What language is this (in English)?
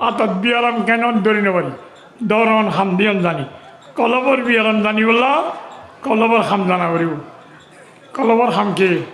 Rohingya